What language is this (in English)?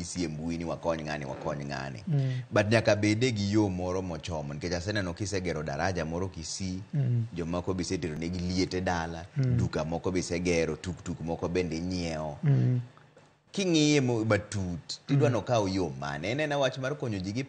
Luo (Kenya and Tanzania)